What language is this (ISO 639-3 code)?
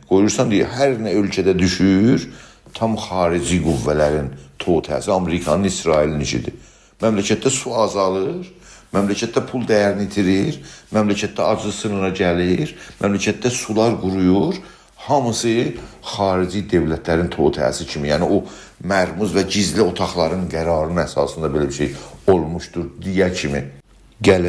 azb